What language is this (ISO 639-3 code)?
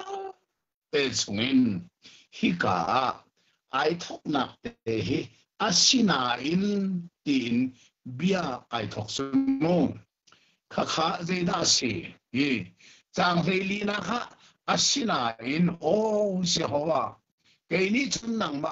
cnh